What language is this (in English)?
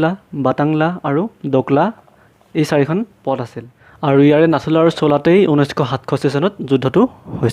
Assamese